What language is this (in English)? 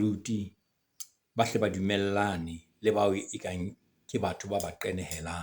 Southern Sotho